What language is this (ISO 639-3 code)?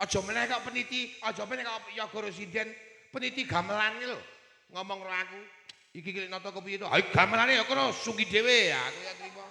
jav